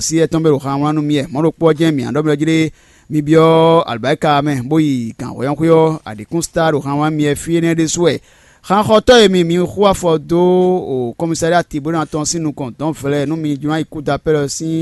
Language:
Fon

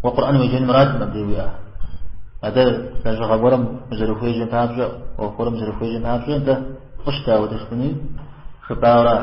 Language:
Kabardian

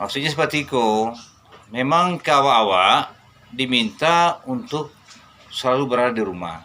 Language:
Minangkabau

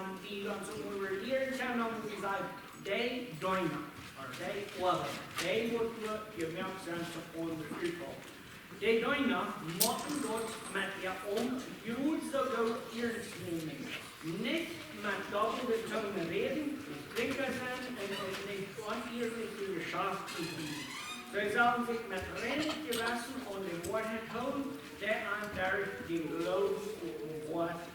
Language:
Plautdietsch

